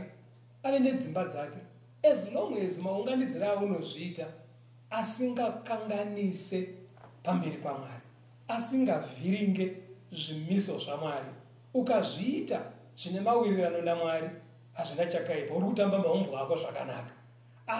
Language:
Shona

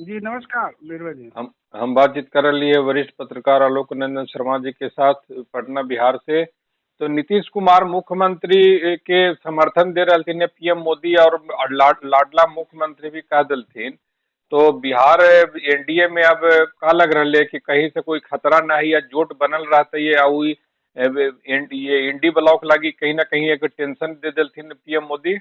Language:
Magahi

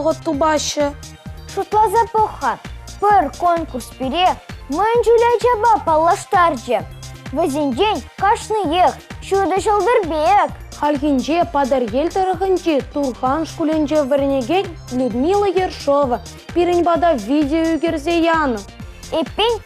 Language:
Chuvash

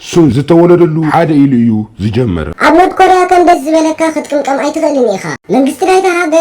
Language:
Tigrinya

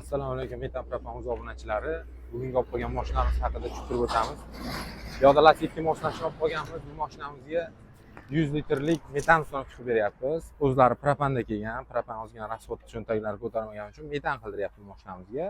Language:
Uzbek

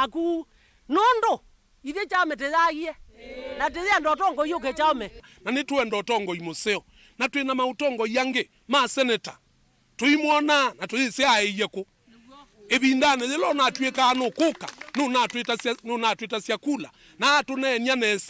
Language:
Kamba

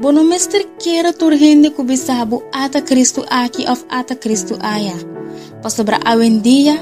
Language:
Papiamento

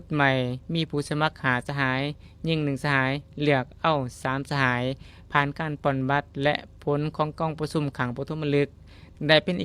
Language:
Lao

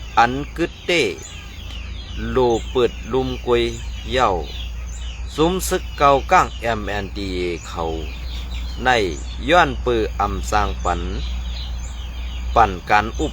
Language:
Shan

